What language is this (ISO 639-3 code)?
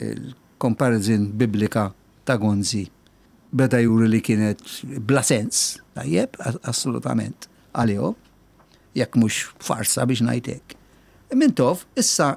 mlt